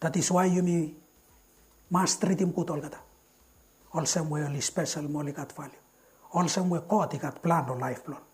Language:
Bislama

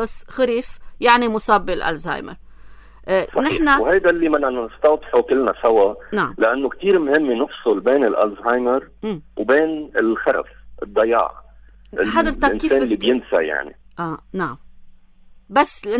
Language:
North Levantine Arabic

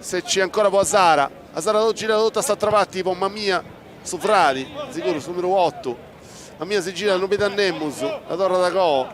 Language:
Sardinian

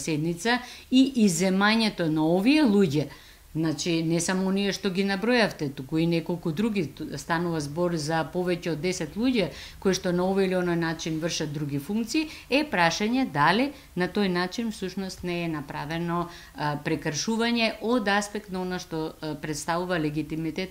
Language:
Macedonian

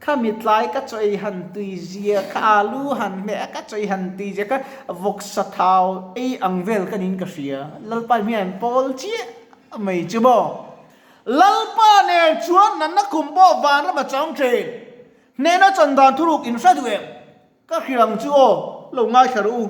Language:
Mizo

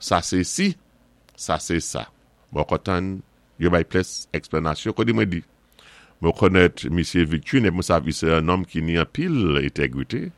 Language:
Saint Lucian Creole French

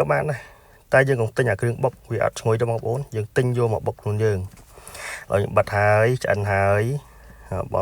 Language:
Khmer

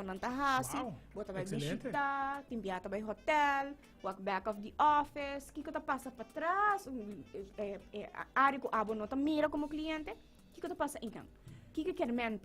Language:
Papiamento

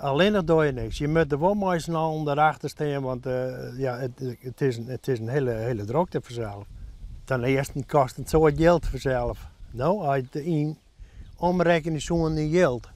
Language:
Western Frisian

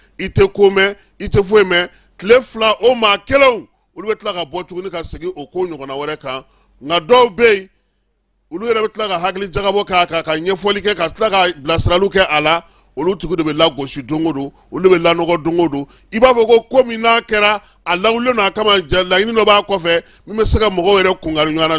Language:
Bambara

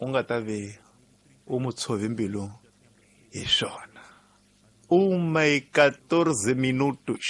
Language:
Tsonga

